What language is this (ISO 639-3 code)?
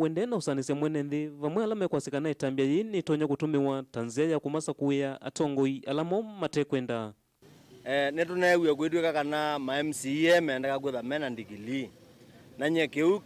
kam